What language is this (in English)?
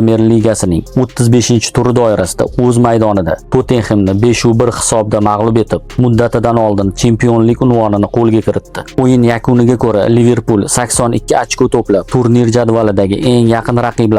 Uzbek